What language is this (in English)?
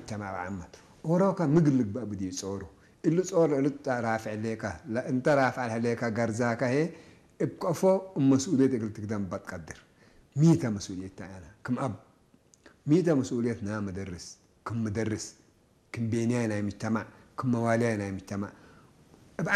Tigre